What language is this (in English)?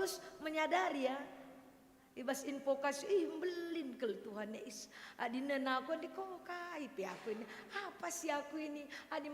Batak Karo